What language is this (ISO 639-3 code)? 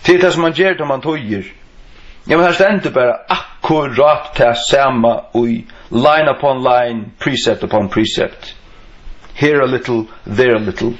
fao